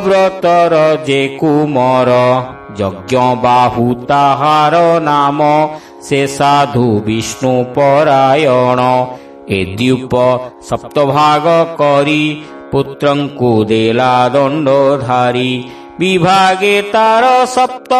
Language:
Odia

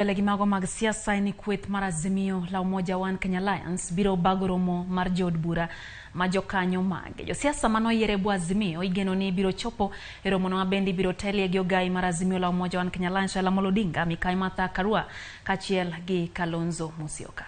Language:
Luo (Kenya and Tanzania)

